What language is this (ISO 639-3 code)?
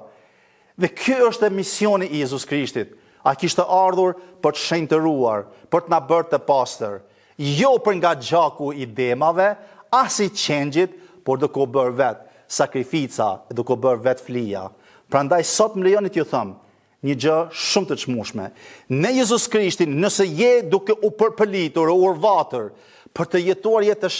sqi